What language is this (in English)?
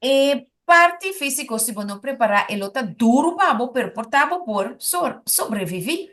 Papiamento